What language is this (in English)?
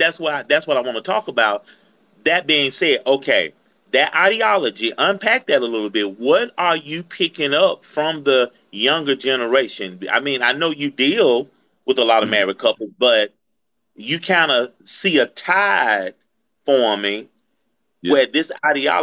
English